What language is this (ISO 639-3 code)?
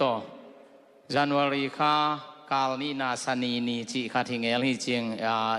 ctd